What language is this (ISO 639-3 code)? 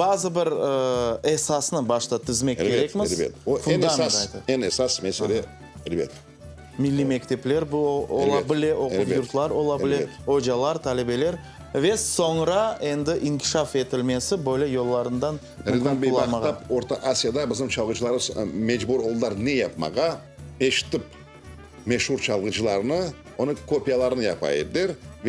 crh